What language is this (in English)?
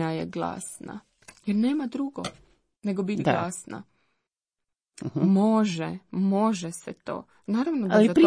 Croatian